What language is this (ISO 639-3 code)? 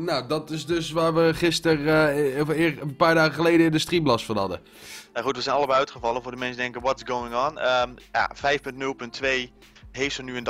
nld